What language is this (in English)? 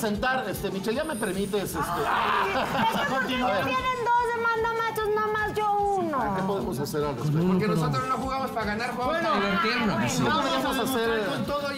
Spanish